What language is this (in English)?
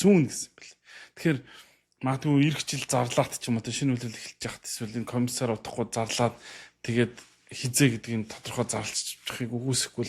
Mongolian